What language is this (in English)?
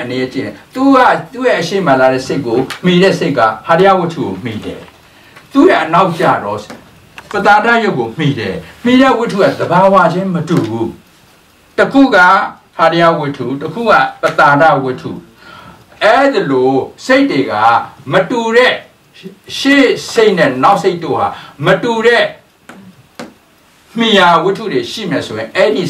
Burmese